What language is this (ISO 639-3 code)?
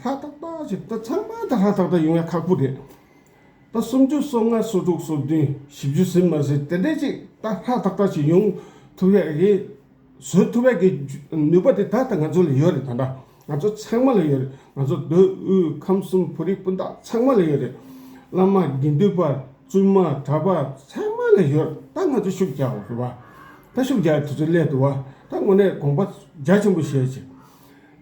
bod